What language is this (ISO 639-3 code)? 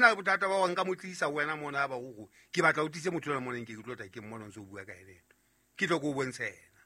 sot